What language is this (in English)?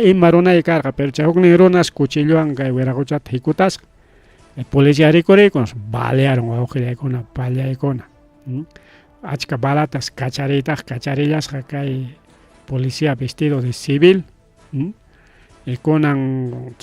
Ayacucho Quechua